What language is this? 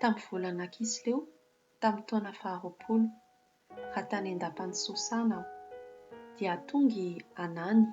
Malagasy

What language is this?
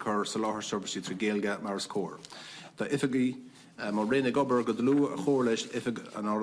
Irish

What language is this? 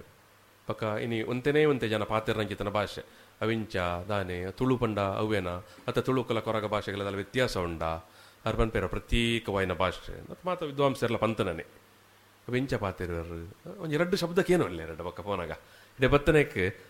Tulu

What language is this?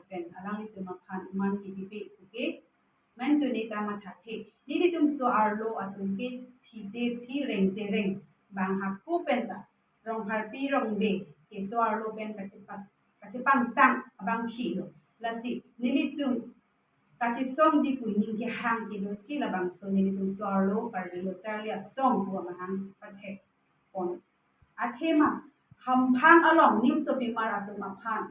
Karbi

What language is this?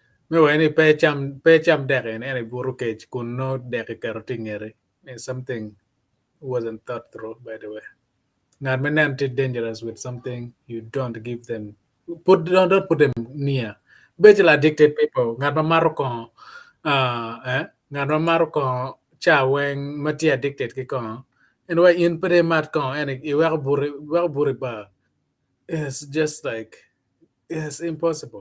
Acoli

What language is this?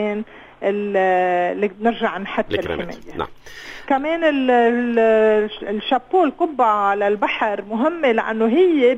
North Levantine Arabic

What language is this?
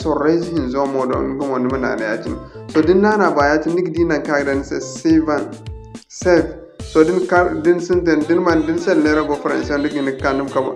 Zarma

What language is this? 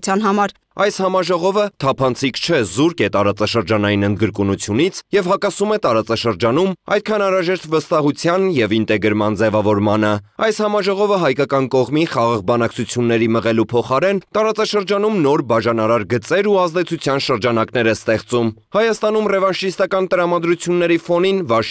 Armenian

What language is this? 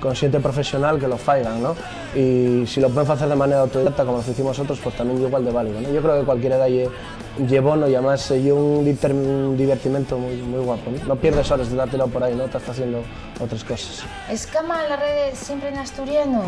Asturian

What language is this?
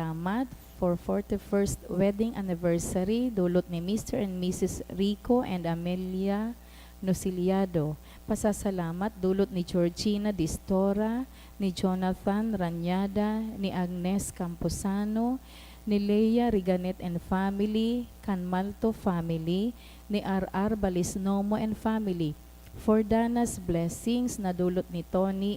Bikol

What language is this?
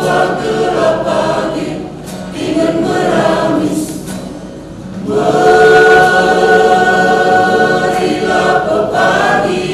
Batak Karo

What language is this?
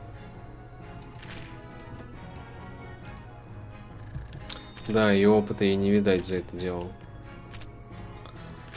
Russian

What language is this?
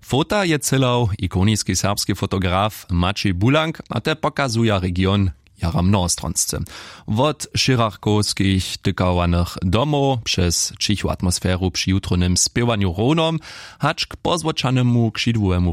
Upper Sorbian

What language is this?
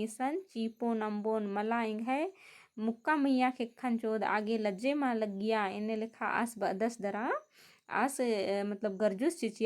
Kurukh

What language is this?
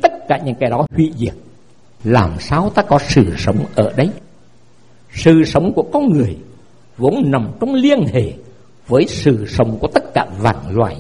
Vietnamese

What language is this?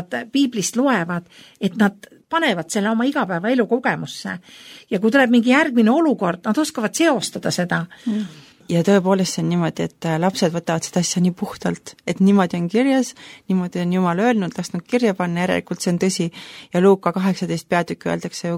Estonian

